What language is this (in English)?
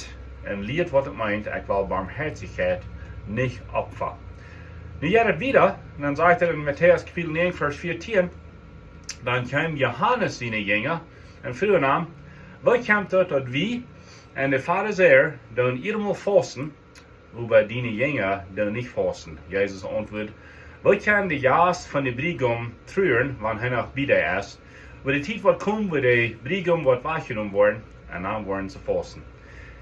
Plautdietsch